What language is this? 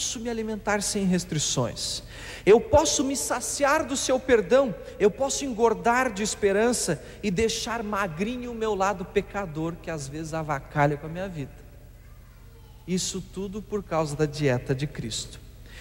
Portuguese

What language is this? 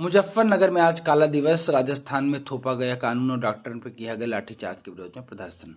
Awadhi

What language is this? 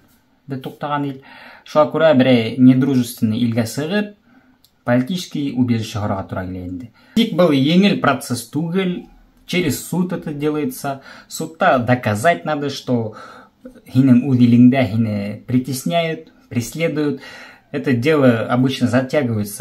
Bashkir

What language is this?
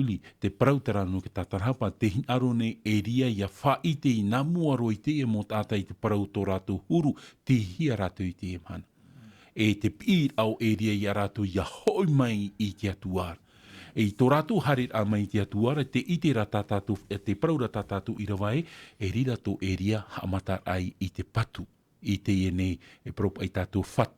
Tahitian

